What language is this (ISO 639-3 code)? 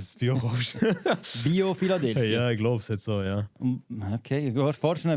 gsw